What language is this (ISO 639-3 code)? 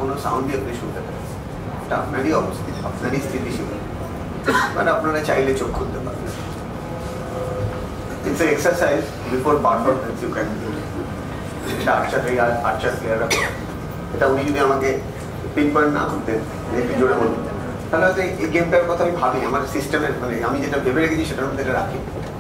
ben